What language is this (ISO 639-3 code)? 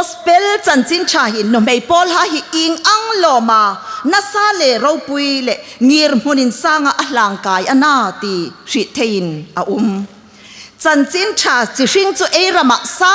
hmr